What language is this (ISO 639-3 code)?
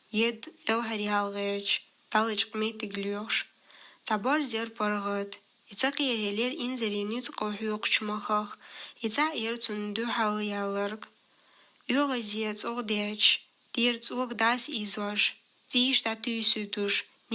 che